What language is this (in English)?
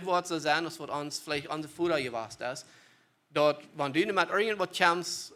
Plautdietsch